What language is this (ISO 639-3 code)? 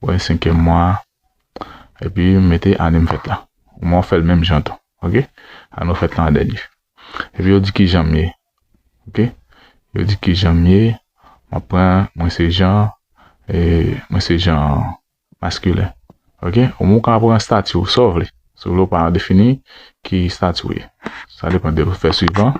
hat